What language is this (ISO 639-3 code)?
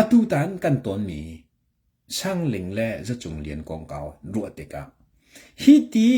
cnh